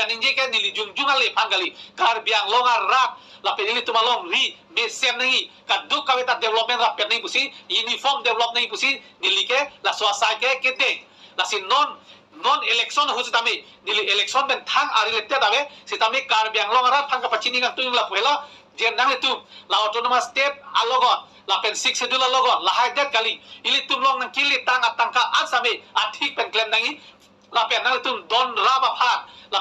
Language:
Karbi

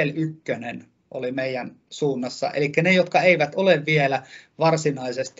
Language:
Finnish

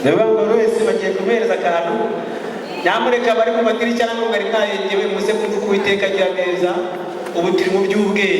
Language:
Kinyarwanda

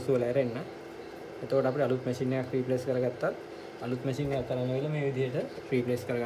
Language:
Sinhala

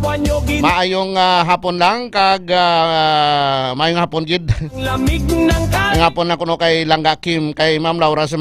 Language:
Hiligaynon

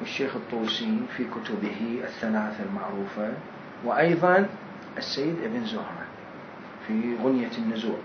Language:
Mesopotamian Arabic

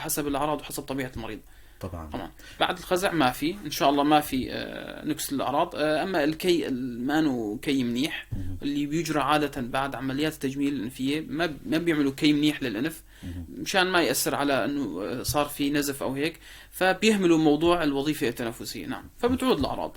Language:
North Levantine Arabic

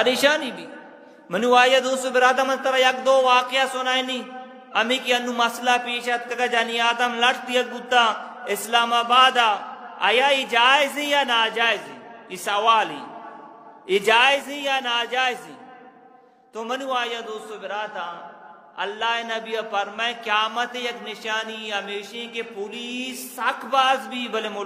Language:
Eastern Balochi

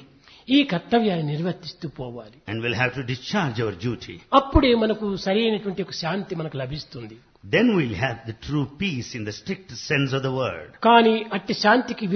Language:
Telugu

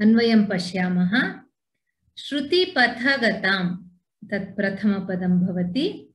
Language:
Sanskrit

